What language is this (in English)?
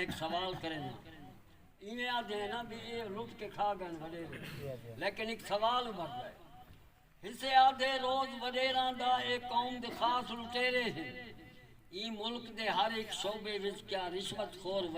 Saraiki